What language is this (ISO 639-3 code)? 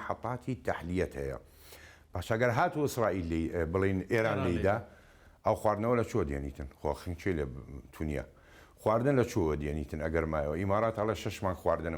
ckb